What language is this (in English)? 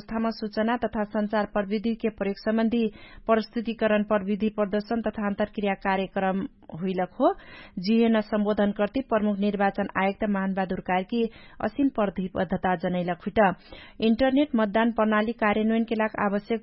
Dangaura Tharu